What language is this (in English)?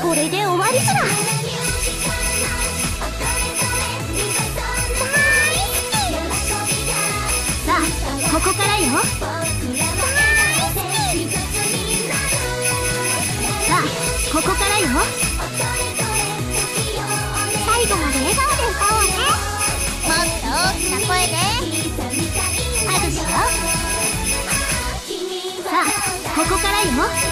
Japanese